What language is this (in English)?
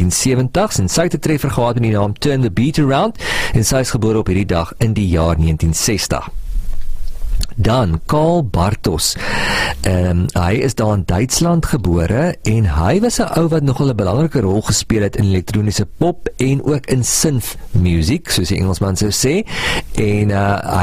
Afrikaans